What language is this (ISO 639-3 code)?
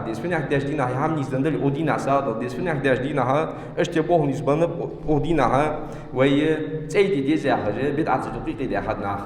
inh